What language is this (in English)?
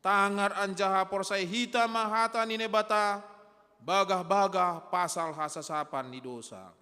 Batak Simalungun